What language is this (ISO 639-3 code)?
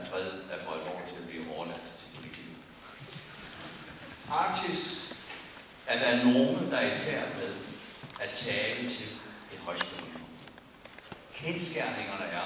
dan